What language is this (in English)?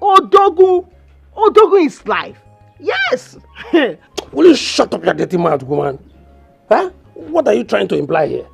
Nigerian Pidgin